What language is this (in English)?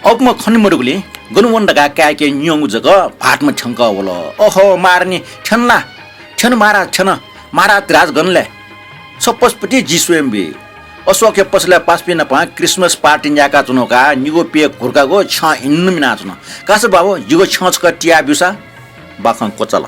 Newari